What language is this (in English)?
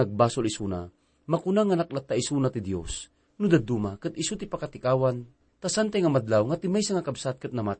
Iloko